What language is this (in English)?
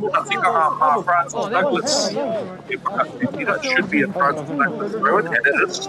Māori